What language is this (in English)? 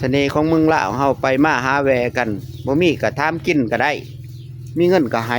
Lao